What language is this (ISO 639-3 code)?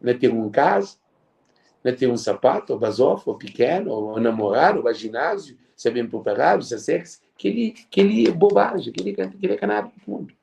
kea